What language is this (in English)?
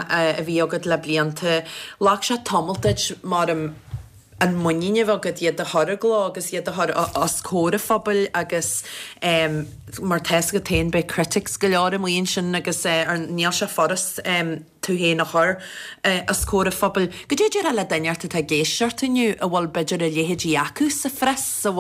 Irish